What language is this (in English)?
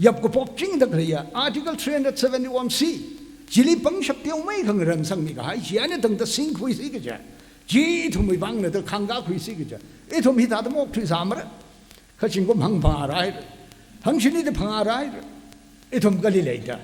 Tangkhul Naga (India)